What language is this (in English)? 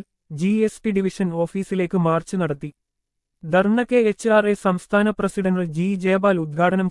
Malayalam